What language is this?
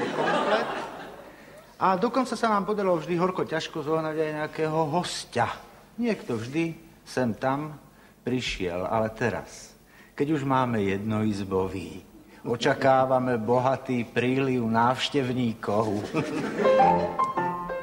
Slovak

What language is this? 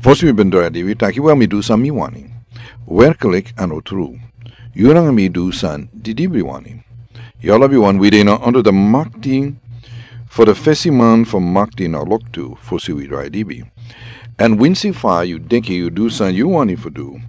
Sranan Tongo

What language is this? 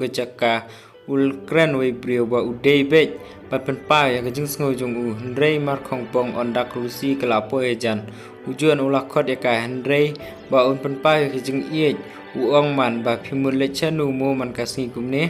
Khasi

